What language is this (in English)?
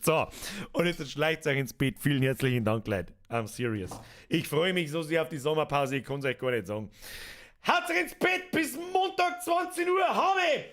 Bavarian